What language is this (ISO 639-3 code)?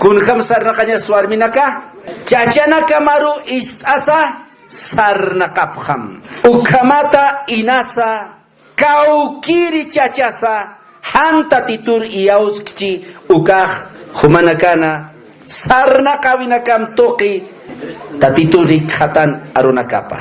aym